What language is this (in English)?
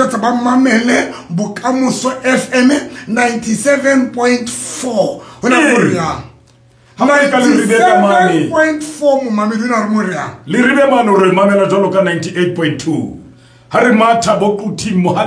Southern Sotho